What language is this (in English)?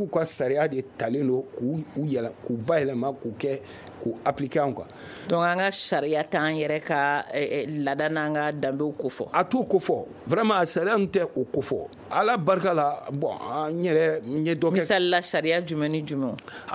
Bambara